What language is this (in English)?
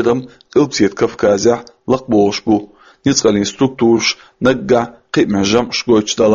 Chechen